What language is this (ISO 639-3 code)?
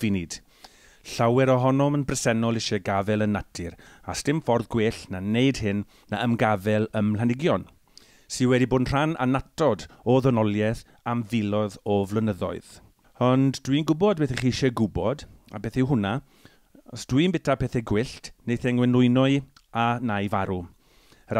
cym